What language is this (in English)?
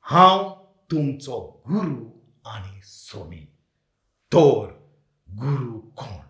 Konkani